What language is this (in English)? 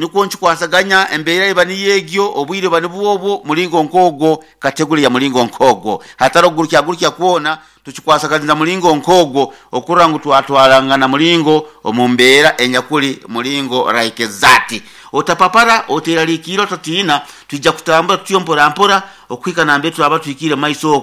Nyankole